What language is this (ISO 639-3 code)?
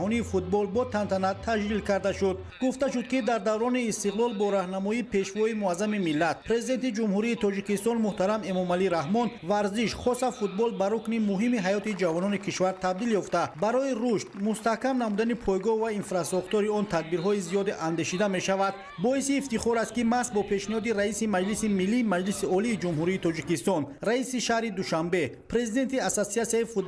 tgk